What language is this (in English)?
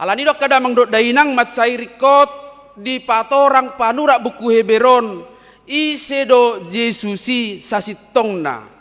Batak Toba